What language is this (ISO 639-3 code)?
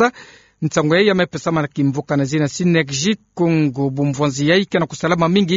ktu